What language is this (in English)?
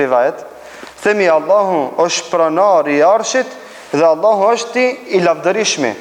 Albanian